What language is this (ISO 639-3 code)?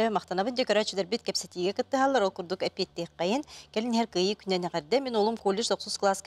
sah